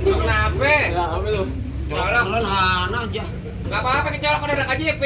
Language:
Betawi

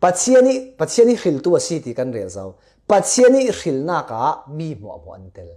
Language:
Falam Chin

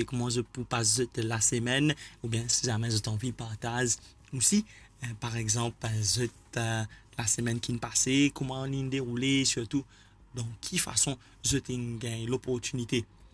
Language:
Morisyen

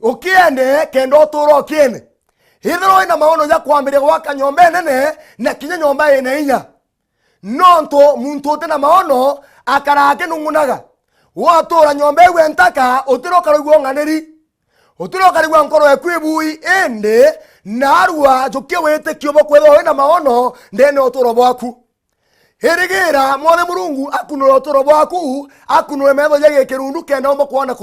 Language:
Meru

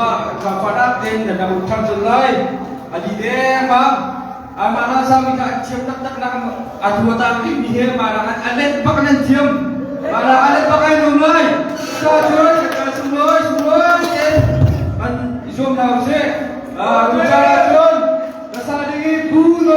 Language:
Hakha Chin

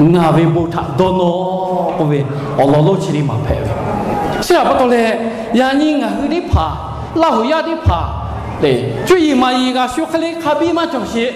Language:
Lahu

